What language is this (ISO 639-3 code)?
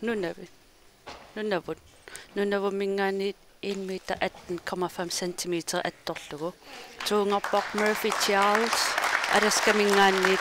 kal